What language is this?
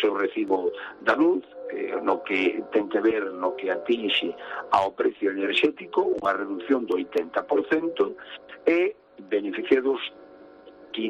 Galician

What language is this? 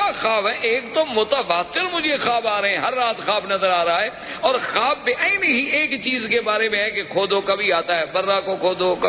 Urdu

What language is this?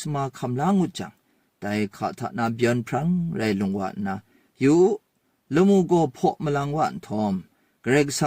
Kachin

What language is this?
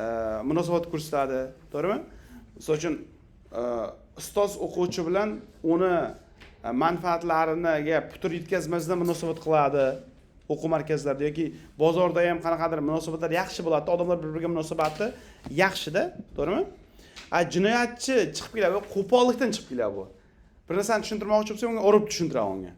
Uzbek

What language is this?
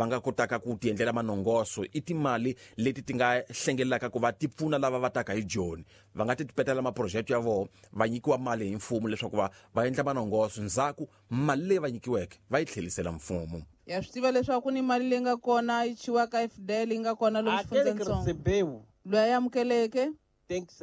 Tsonga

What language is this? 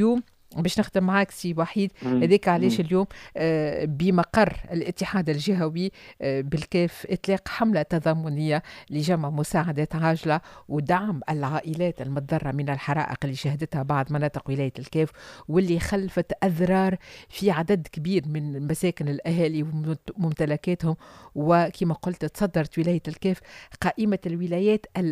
Tunisian Arabic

